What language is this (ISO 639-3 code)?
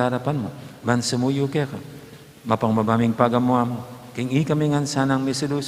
pam